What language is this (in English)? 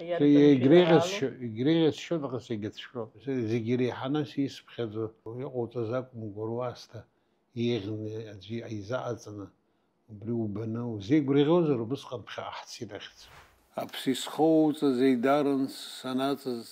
Abkhazian